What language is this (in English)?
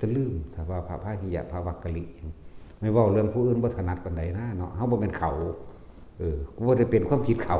Northeastern Thai